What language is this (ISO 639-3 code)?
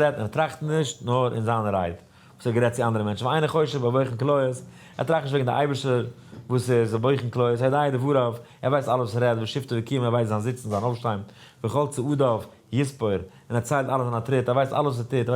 yid